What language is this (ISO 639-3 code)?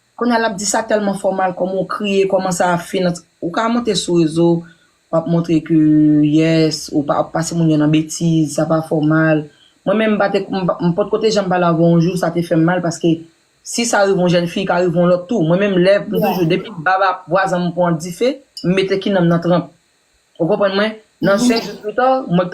hat